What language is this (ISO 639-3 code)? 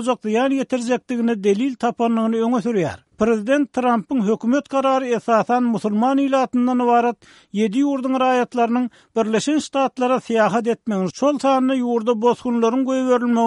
tuk